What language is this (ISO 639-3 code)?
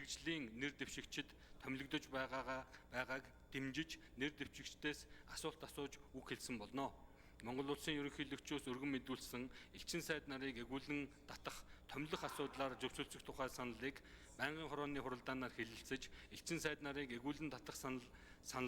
mon